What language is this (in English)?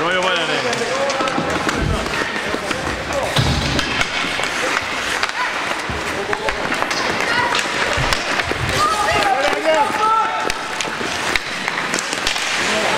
Swedish